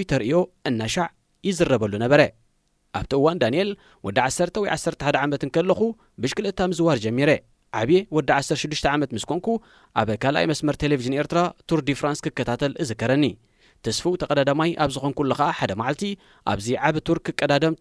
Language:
Tigrinya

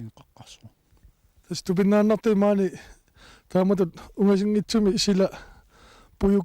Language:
Kalaallisut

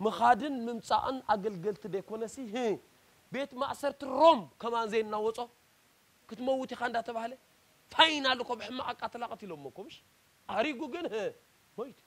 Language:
Tigrinya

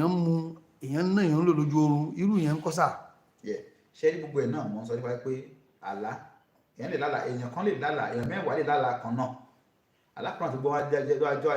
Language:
Yoruba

